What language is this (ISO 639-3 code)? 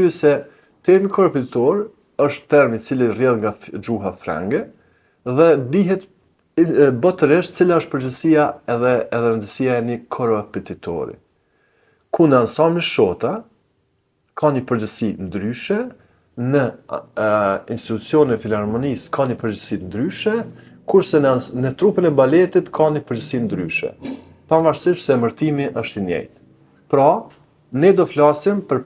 sqi